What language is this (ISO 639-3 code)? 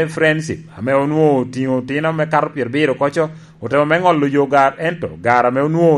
laj